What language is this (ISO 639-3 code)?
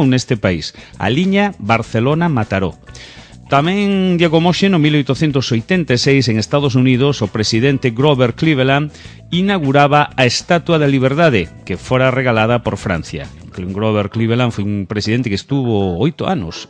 glg